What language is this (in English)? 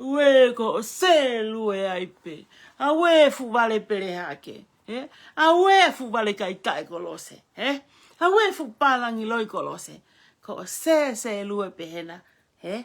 Tongan